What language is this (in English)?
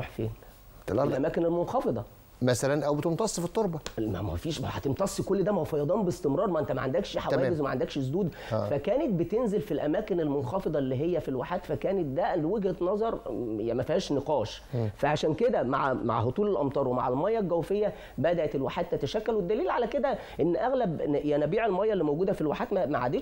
Egyptian Arabic